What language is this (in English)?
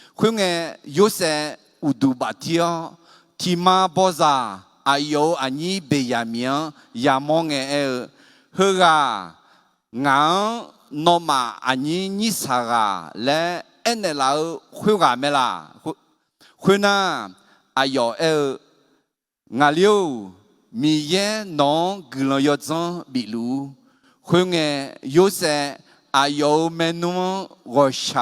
Akha